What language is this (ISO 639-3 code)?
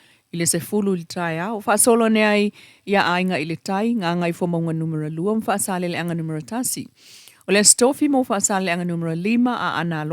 smo